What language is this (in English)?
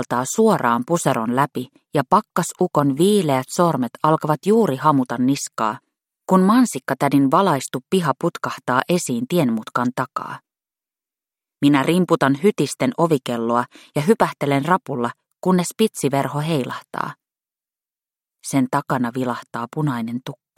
Finnish